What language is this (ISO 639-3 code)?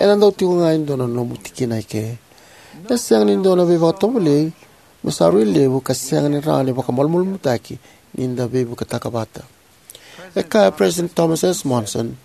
fij